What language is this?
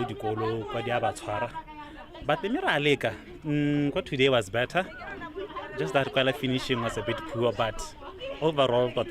Tswana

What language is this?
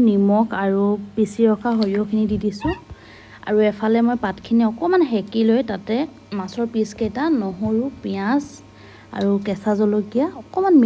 Assamese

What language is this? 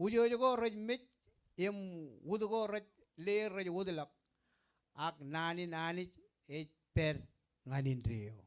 Marshallese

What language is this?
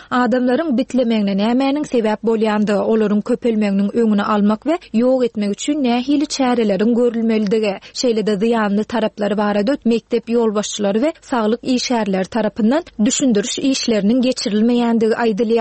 Turkmen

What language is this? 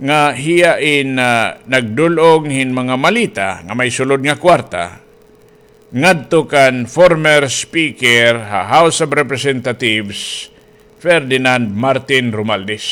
Waray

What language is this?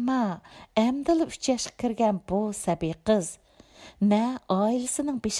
Uyghur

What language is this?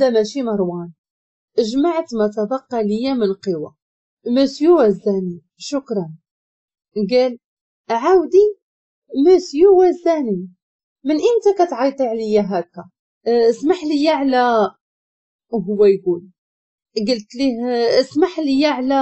Moroccan Arabic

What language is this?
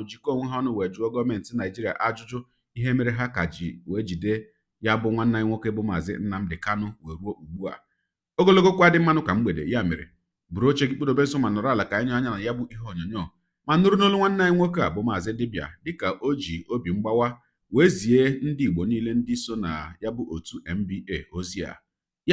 Igbo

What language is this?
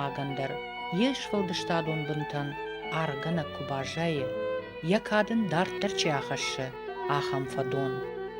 Ossetic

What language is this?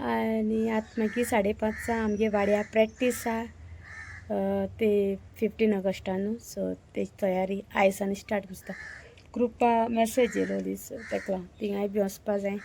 Konkani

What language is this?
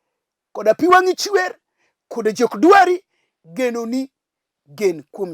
Luo (Kenya and Tanzania)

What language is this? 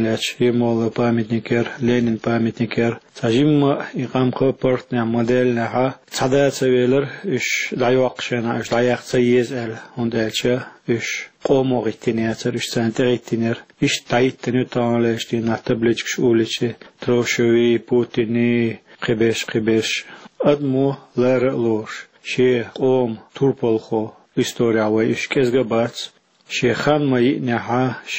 Chechen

